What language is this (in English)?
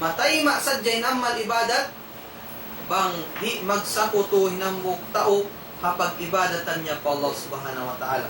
Tausug